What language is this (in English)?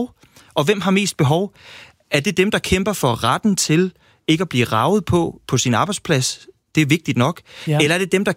Danish